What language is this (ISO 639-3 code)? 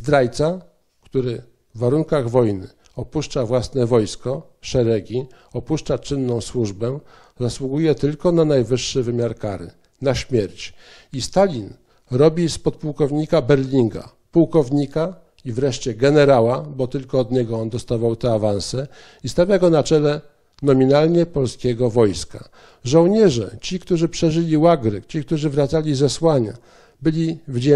pol